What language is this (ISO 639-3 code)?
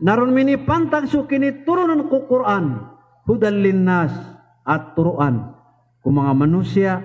mrw